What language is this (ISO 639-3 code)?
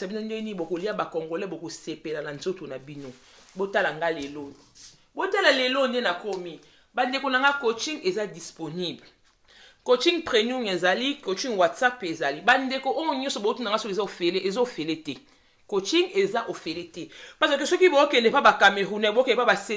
lin